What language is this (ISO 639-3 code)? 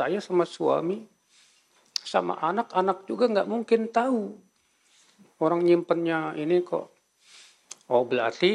ind